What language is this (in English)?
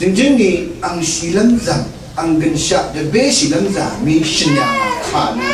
Rawang